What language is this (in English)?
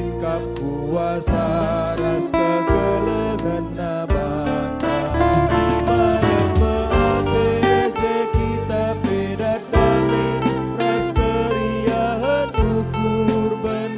Batak Karo